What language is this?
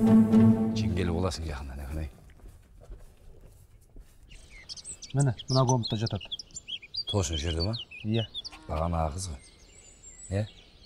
Kazakh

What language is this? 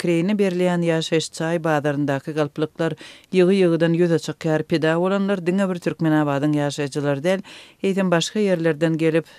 Turkmen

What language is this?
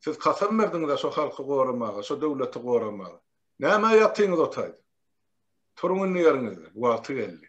Turkmen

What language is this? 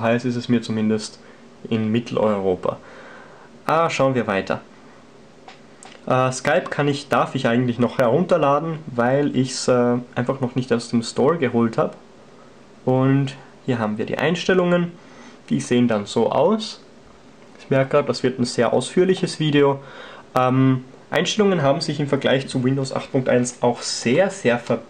German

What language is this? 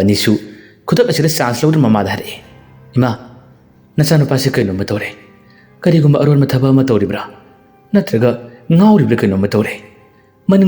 Manipuri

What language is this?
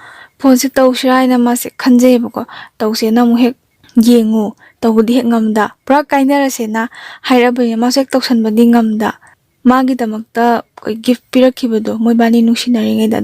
Manipuri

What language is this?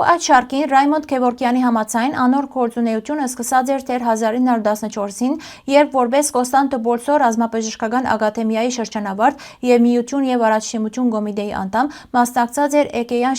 Western Armenian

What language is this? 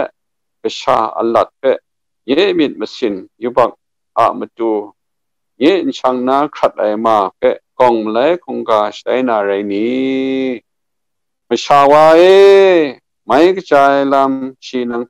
Kachin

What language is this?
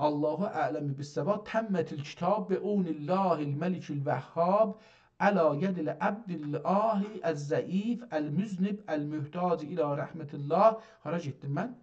South Azerbaijani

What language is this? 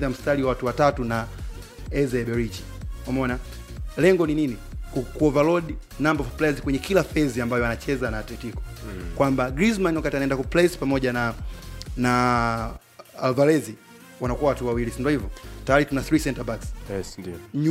Swahili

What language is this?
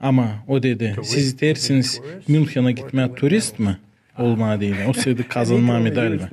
Gagauz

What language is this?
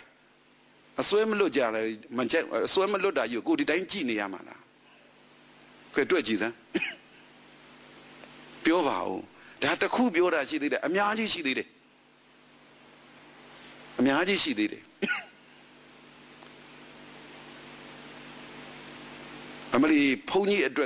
Burmese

